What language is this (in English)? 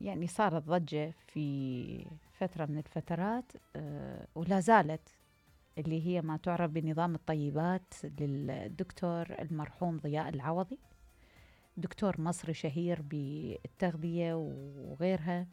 Mesopotamian Arabic